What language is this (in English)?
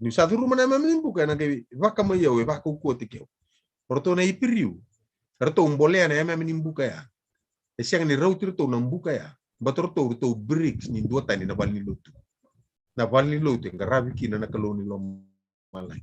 Fijian